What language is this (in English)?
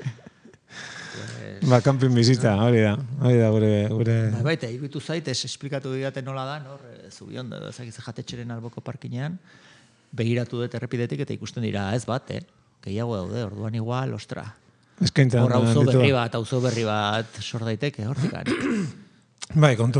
Basque